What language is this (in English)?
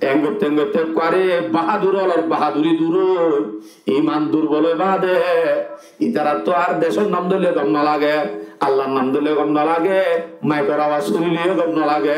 Rohingya